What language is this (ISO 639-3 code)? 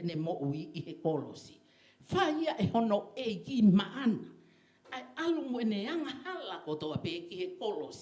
ton